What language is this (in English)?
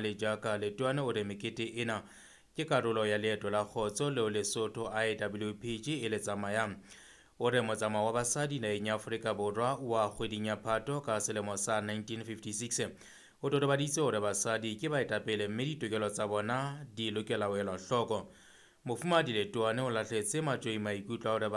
Southern Sotho